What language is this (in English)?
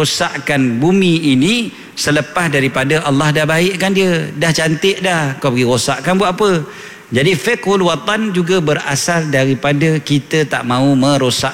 Malay